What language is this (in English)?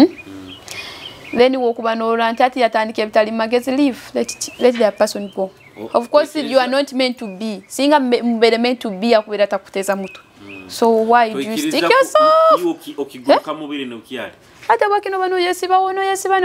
Nyoro